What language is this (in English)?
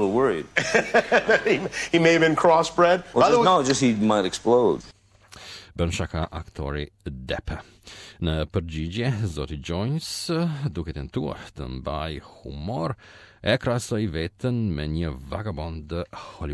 Albanian